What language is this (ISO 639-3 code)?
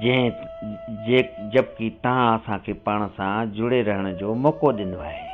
snd